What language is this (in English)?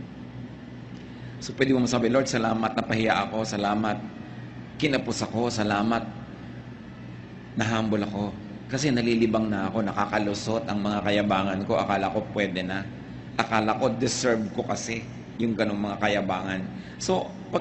Filipino